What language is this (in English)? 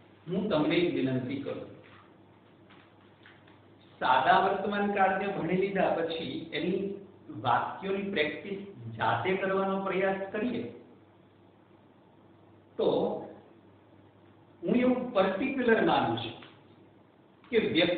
Gujarati